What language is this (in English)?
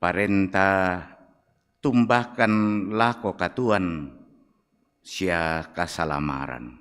Toraja-Sa'dan